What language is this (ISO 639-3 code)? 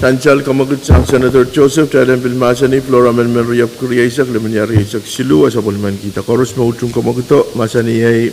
pon